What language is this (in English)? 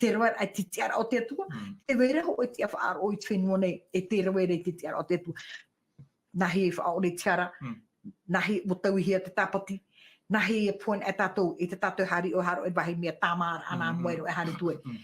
Tahitian